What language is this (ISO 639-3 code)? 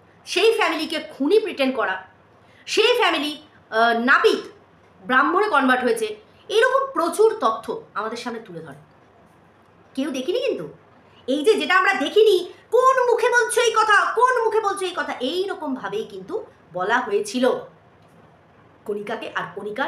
ben